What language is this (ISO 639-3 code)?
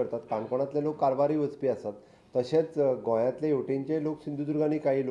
kok